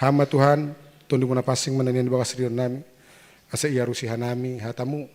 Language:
Batak Simalungun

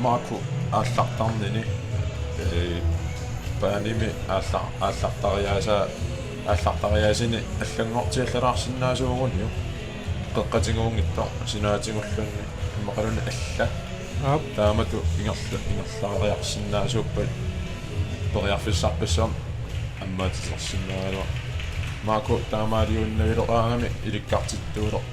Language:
Kalaallisut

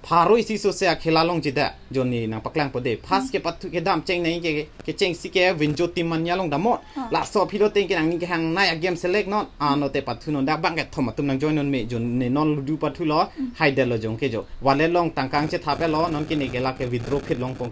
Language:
Karbi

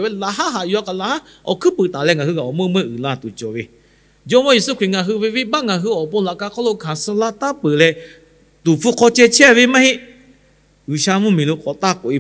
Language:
Lahu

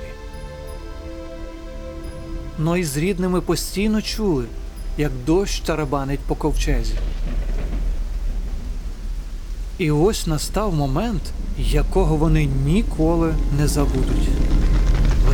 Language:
Ukrainian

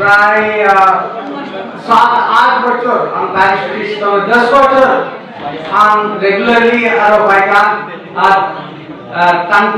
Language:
Kok Borok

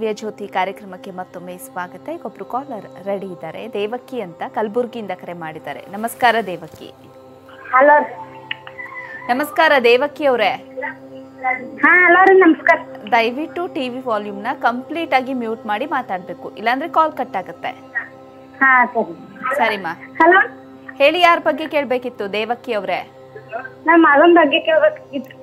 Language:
Kannada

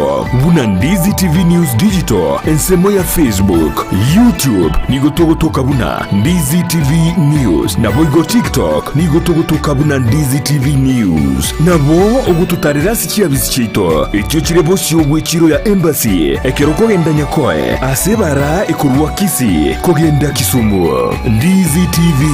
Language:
Gusii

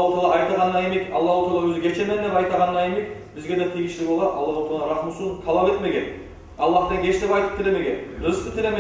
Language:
Kumyk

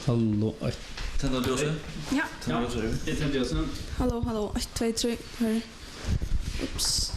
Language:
Faroese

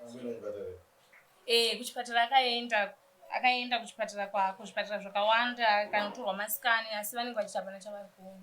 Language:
Shona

